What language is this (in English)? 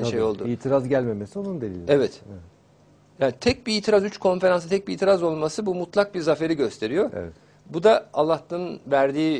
Turkish